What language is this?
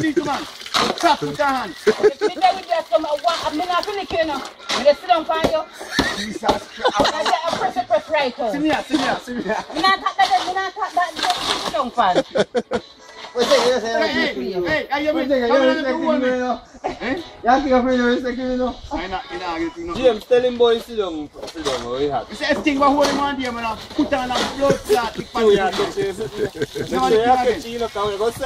Jamaican Creole English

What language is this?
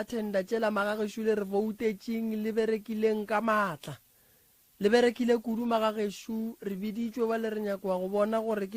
Northern Sotho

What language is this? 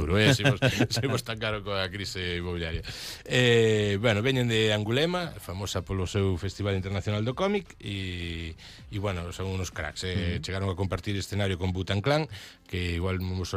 Galician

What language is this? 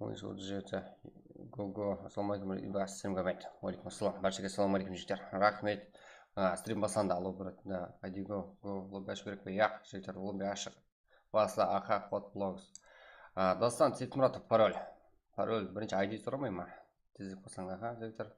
Kara-Kalpak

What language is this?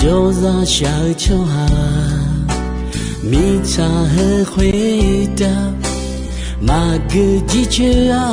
Akha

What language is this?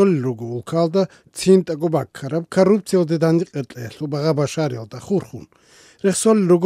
Avaric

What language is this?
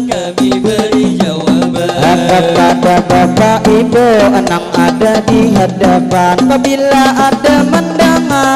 Banjar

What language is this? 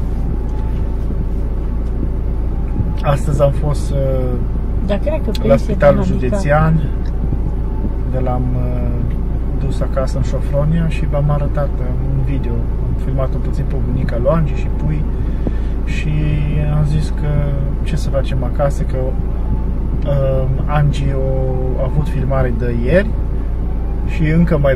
Romanian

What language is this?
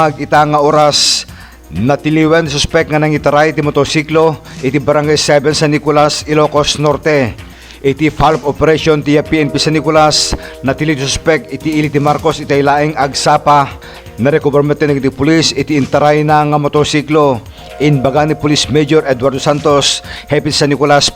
Iloko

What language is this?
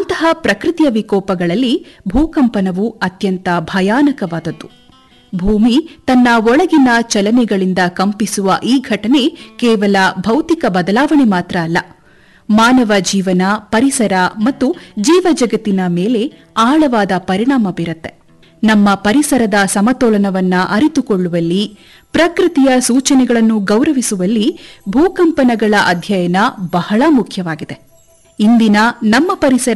Kannada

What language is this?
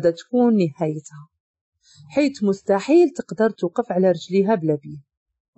Moroccan Arabic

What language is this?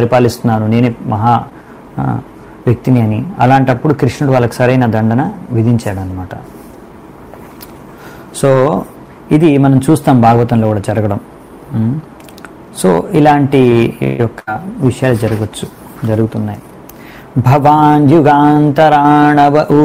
Telugu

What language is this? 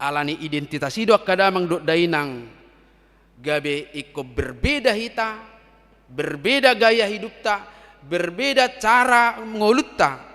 Batak Toba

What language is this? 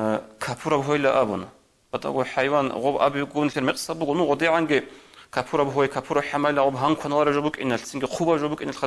Avaric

